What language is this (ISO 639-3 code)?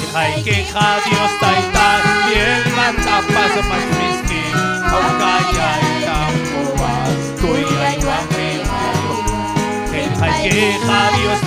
quy